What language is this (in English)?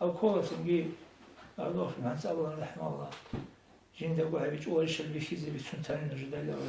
Avaric